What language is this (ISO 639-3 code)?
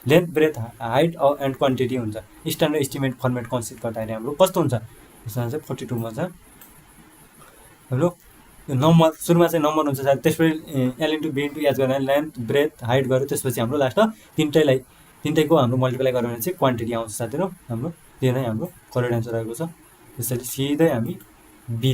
nep